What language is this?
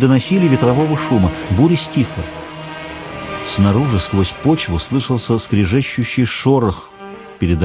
Russian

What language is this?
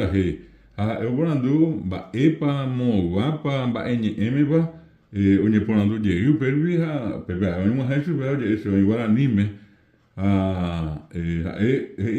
Guarani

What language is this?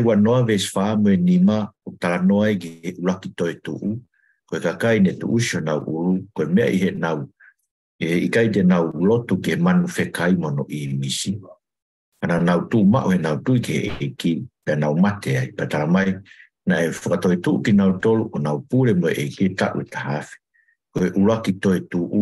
Tongan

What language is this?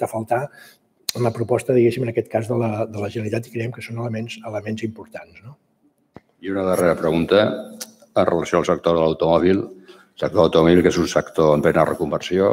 Catalan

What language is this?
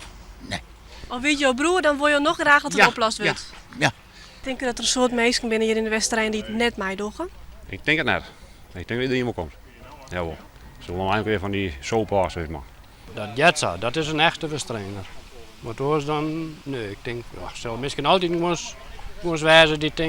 Western Frisian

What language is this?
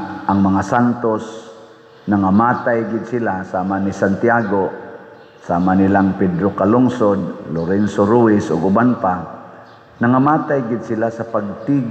Cebuano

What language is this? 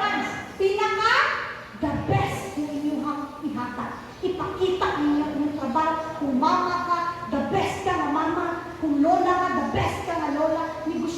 Cebuano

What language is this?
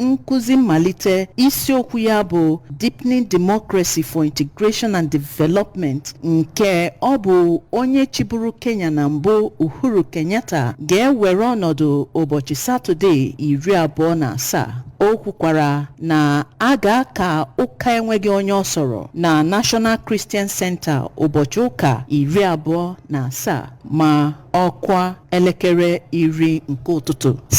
Igbo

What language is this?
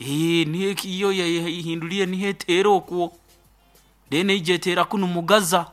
Nyoro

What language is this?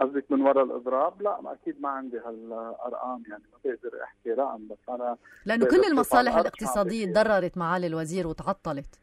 North Levantine Arabic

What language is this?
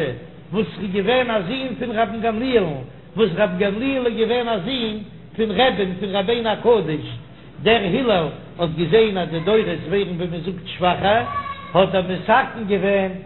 Yiddish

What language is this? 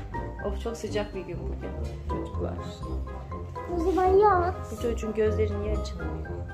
Turkish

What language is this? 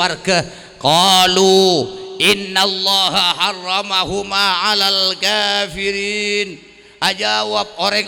Madurese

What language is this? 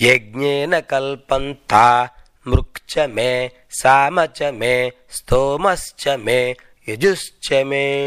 Sanskrit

